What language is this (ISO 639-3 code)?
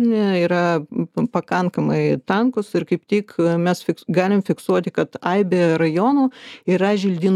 lit